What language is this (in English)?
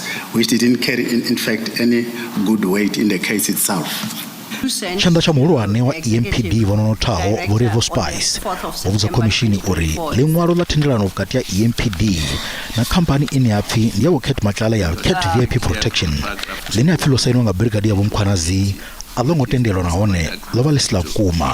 Venda